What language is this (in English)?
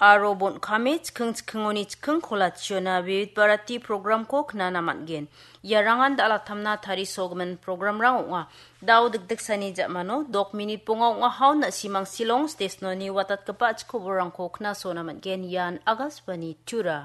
Garo